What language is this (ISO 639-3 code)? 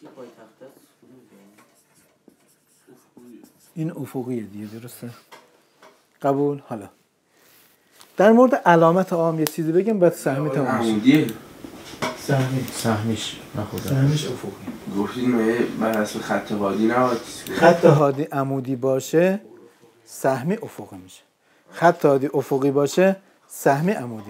fas